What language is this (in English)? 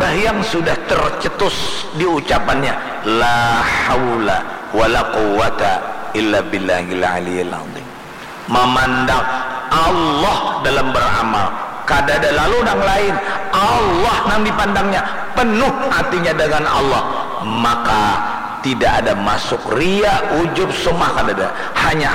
Banjar